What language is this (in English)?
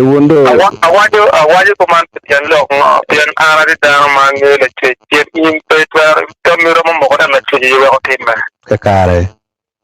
Acoli